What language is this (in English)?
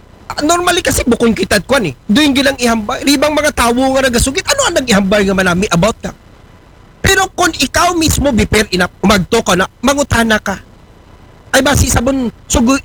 Aklanon